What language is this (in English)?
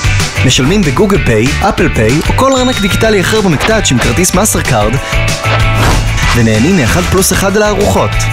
Hebrew